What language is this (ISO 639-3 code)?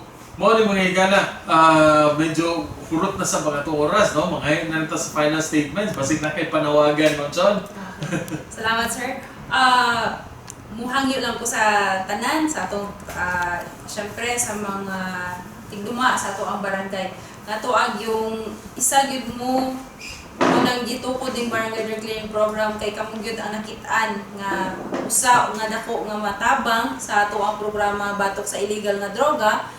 ceb